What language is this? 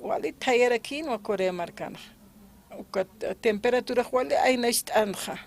Aymara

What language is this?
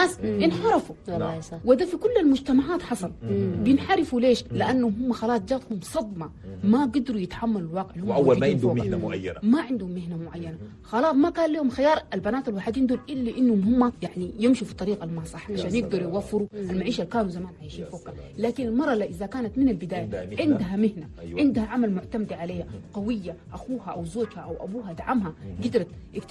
Chadian Arabic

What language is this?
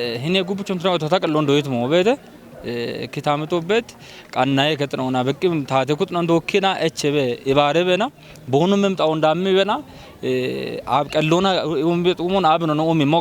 Kafa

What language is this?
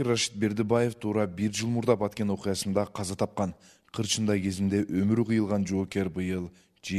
Kyrgyz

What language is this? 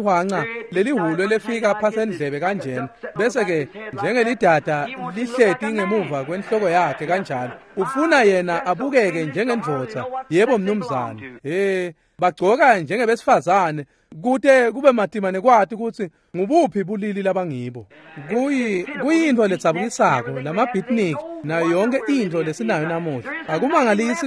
Swati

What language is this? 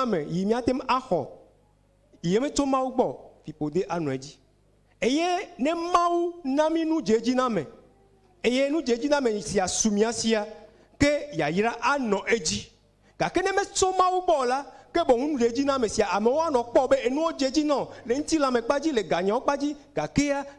Ewe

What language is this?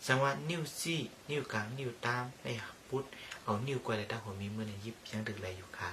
Shan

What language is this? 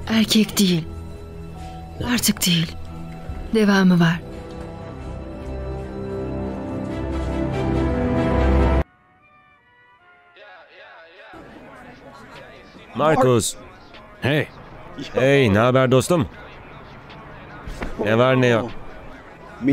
Turkish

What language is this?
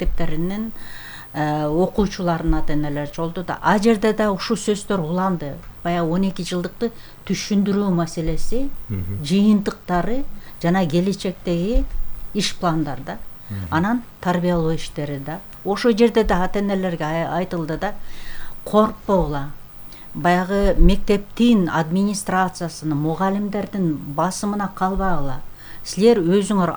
Kyrgyz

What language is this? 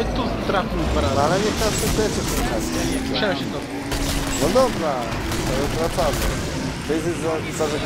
Polish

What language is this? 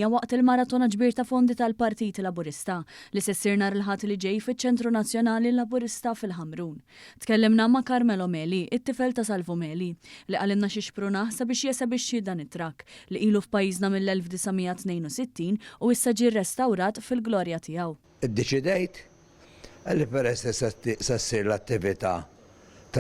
Maltese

